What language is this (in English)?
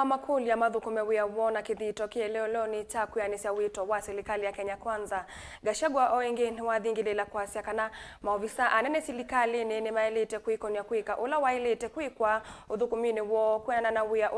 Kamba